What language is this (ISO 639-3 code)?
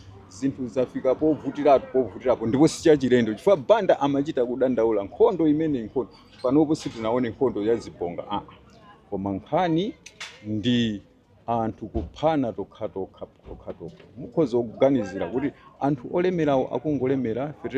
nya